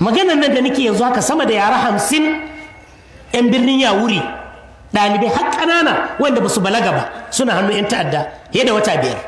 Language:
Hausa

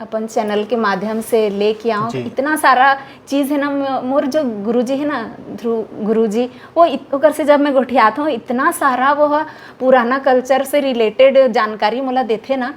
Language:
Chhattisgarhi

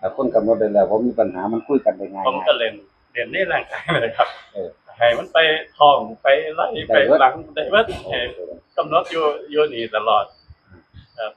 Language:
Northeastern Thai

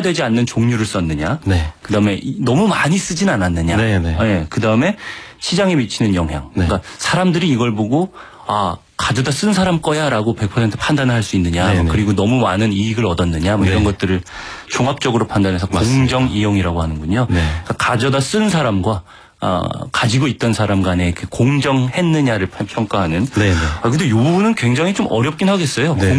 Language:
Korean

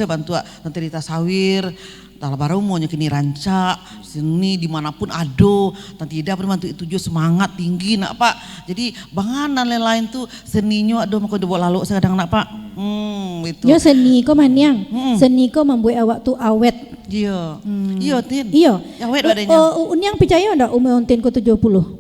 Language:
Minangkabau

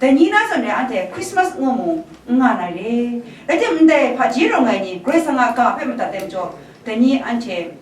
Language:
Kachin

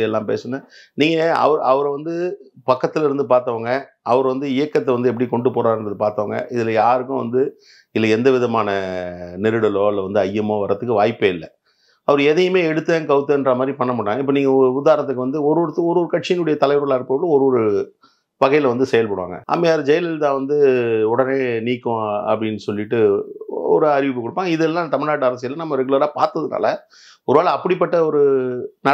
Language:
Tamil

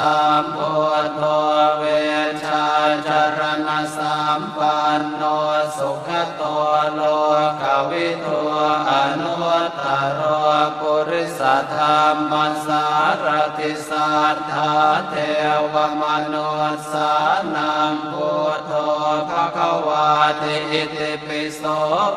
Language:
Pali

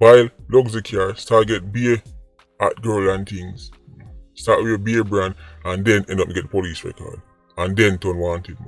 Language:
Jamaican Creole English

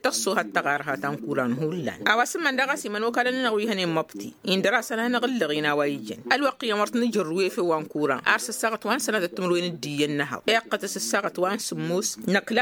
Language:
Tamasheq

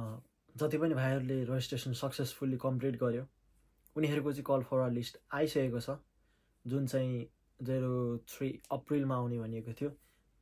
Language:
Nepali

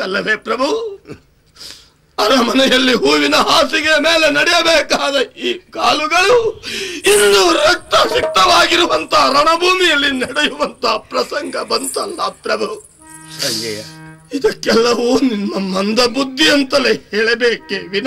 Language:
Kannada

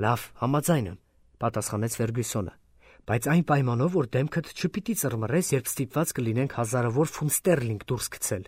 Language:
Armenian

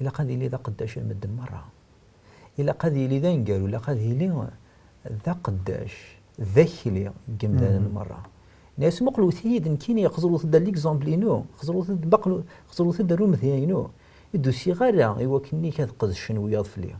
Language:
Kabyle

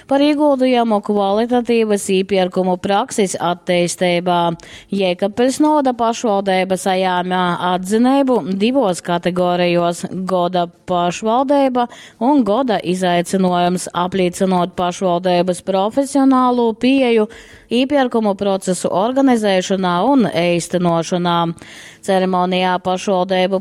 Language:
Latgalian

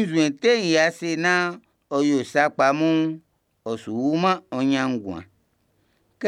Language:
Baoulé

